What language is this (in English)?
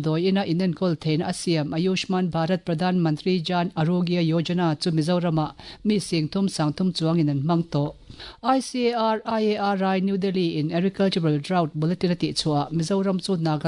Mizo